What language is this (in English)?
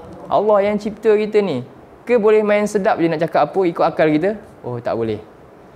Malay